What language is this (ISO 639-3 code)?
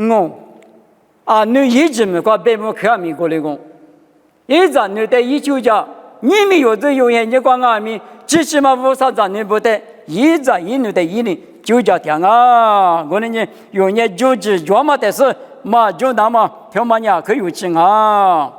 lis